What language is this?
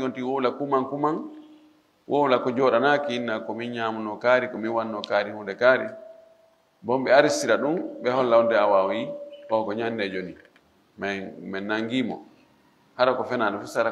Fula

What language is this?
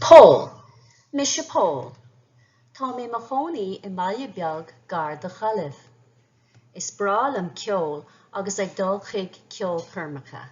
Irish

